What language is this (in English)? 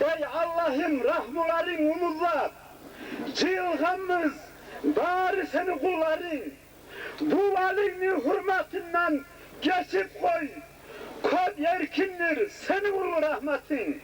Kumyk